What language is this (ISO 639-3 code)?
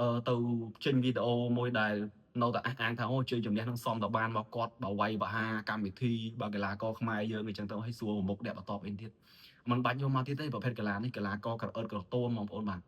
khm